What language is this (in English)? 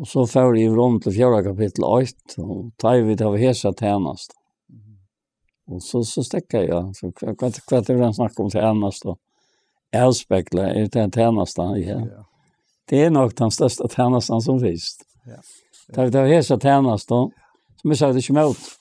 Faroese